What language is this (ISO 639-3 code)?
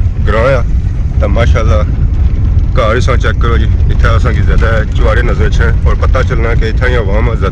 phr